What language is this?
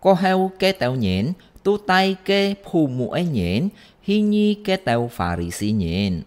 Hakka Chinese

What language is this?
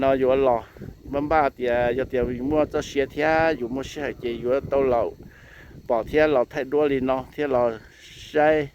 Hmong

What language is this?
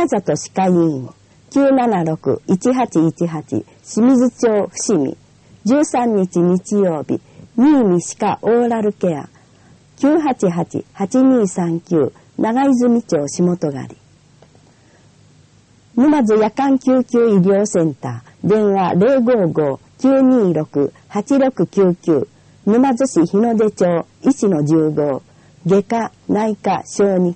Japanese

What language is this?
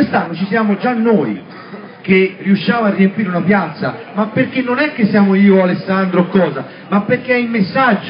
Italian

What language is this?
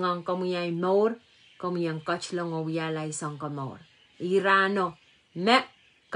Pohnpeian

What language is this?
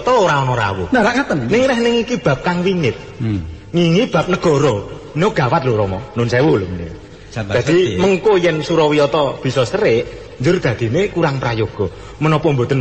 Javanese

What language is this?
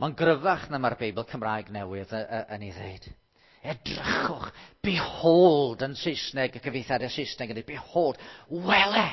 Welsh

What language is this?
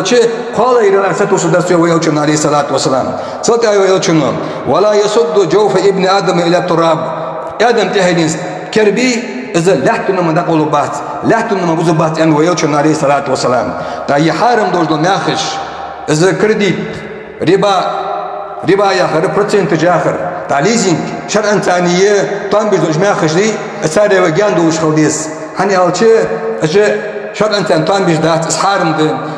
Ingush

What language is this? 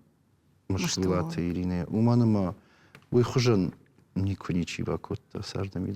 Ossetic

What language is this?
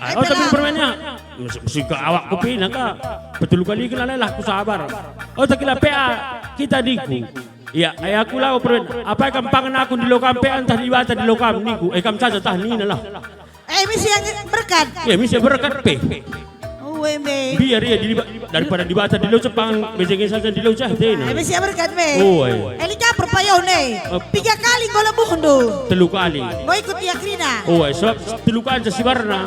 Batak Karo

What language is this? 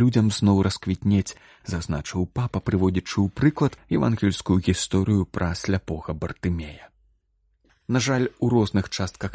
Belarusian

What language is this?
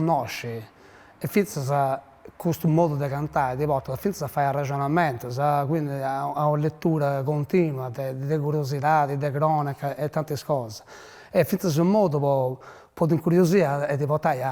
Sardinian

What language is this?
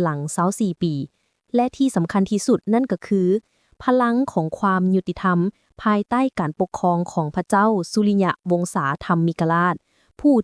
Lao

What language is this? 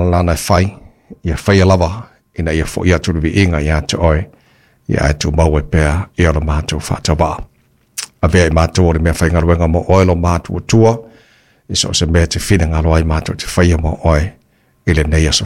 Samoan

